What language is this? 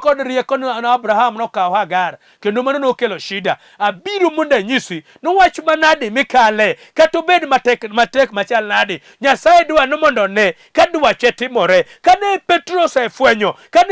Luo (Kenya and Tanzania)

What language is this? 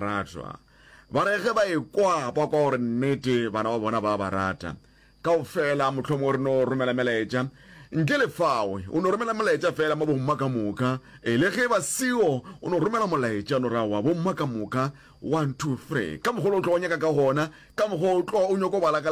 Northern Sotho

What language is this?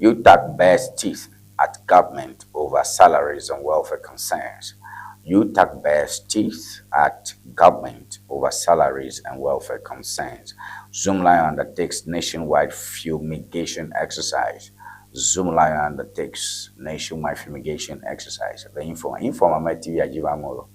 Ewe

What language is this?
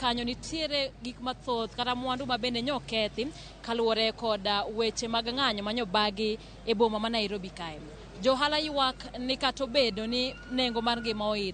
Luo (Kenya and Tanzania)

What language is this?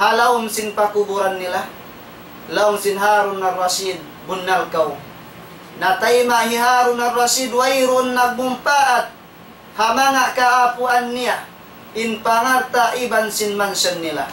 Tausug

